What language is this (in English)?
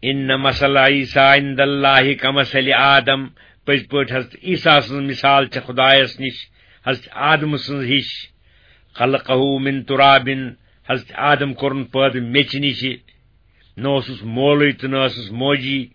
Kashmiri